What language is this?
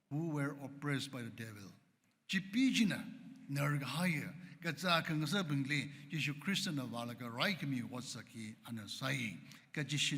Tangkhul Naga (India)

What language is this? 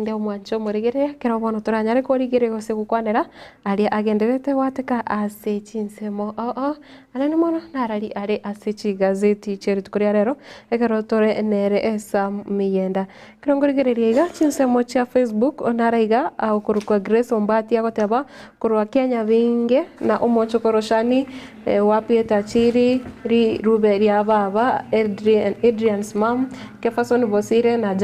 Gusii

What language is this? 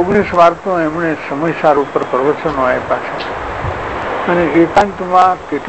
Gujarati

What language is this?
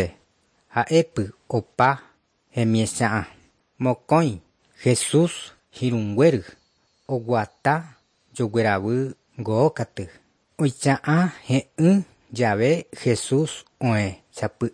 Guarani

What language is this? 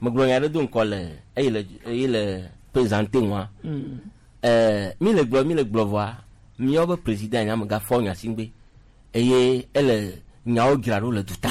Gen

